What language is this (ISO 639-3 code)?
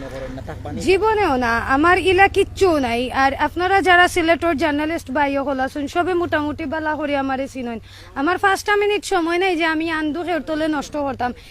syl